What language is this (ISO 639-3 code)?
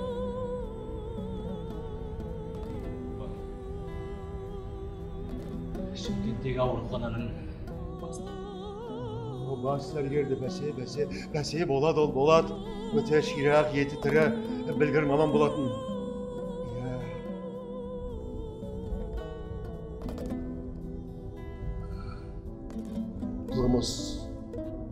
kaz